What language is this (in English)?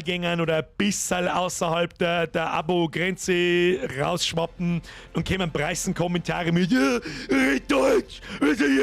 Bavarian